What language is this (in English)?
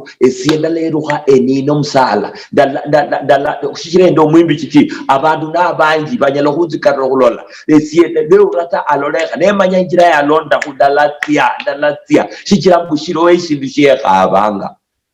Luyia